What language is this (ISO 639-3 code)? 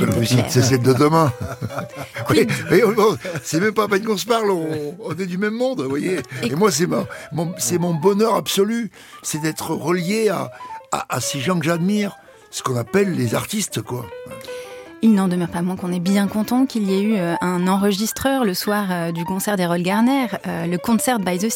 fra